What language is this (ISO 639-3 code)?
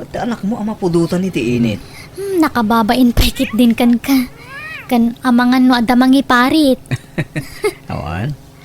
ilo